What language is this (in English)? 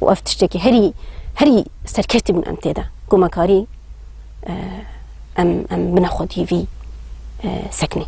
Kurdish